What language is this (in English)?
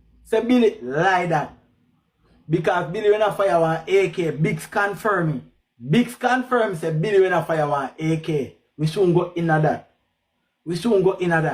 Jamaican Creole English